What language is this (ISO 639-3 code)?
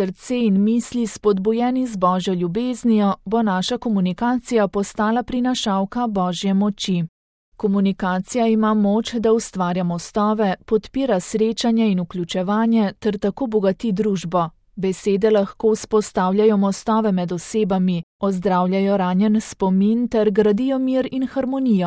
slv